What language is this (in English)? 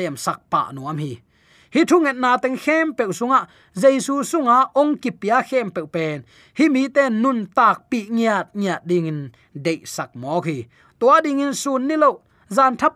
Tedim Chin